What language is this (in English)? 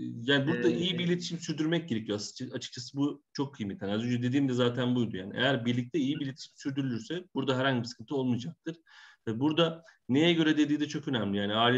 Turkish